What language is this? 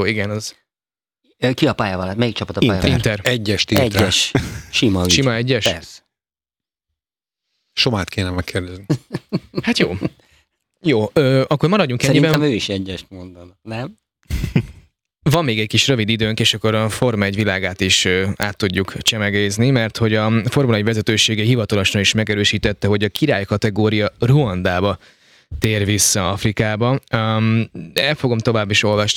Hungarian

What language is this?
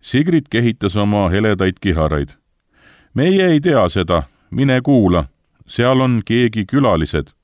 Estonian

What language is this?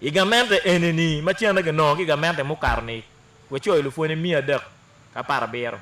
Acoli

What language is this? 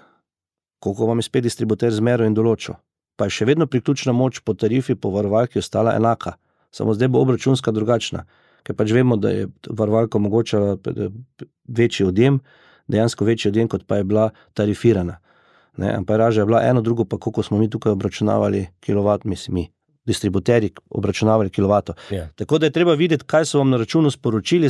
Slovenian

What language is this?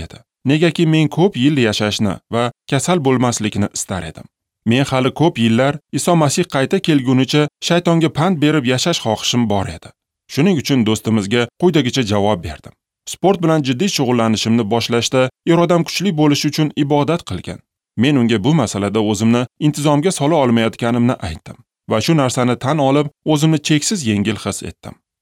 Uzbek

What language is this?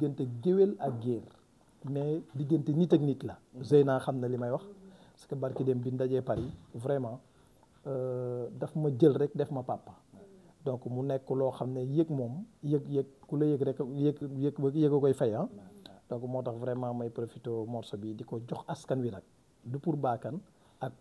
Wolof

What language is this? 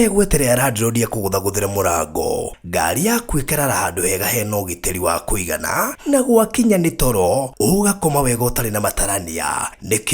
Kikuyu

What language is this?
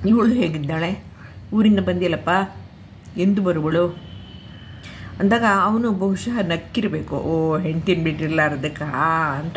Kannada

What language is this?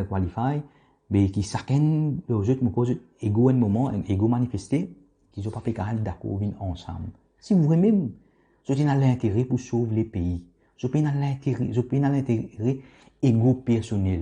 Morisyen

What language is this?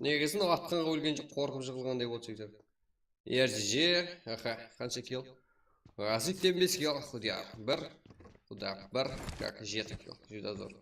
Kara-Kalpak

